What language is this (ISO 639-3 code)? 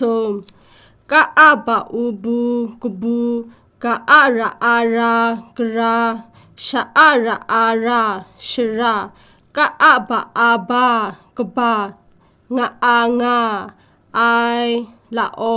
kac